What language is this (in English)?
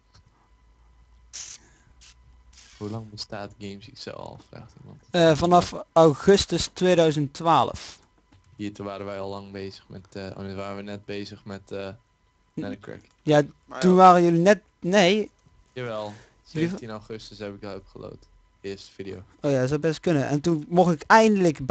Dutch